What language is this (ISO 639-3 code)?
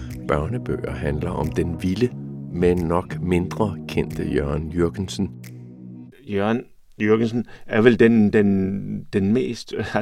dan